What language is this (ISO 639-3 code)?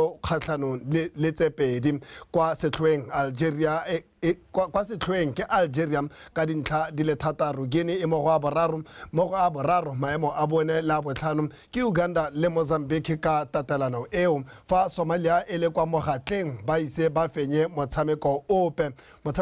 tsn